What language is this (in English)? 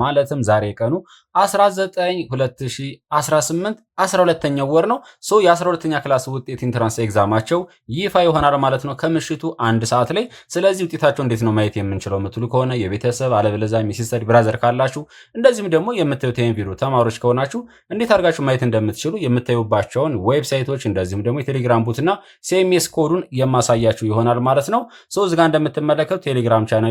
Amharic